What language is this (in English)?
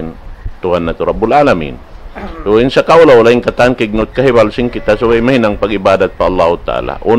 Tausug